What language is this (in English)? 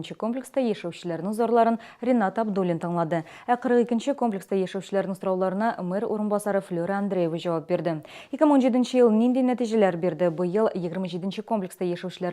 Tatar